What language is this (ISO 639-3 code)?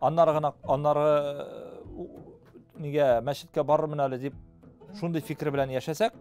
tat